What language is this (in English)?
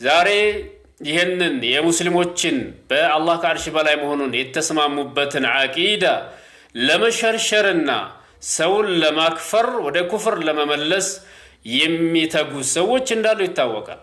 Amharic